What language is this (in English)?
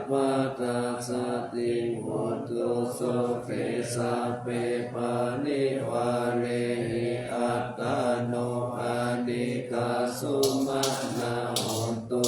Pali